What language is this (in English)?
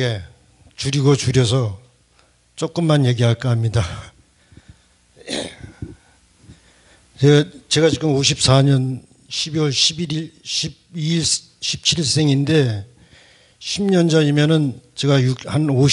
Korean